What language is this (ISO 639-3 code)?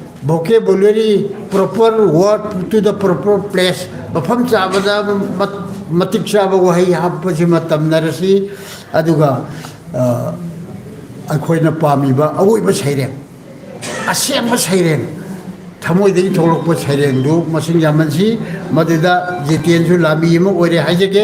mni